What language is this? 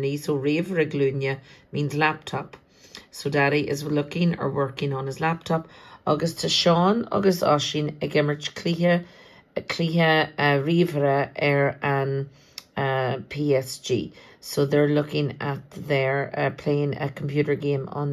Irish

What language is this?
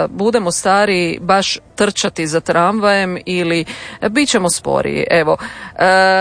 Croatian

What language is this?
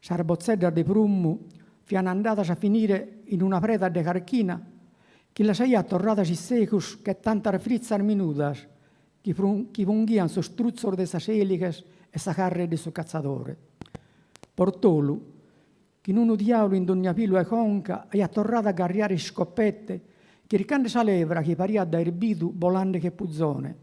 Sardinian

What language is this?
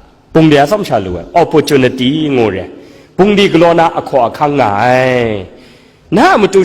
Kachin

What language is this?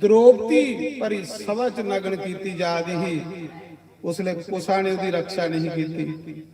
Dogri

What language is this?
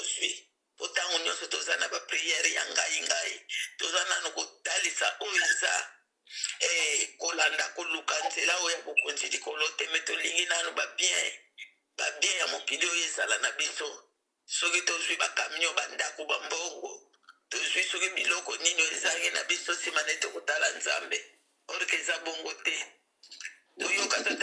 Lingala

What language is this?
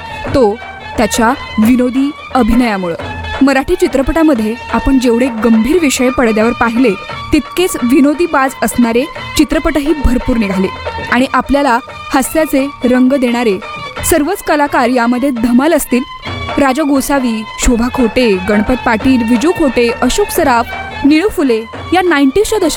Marathi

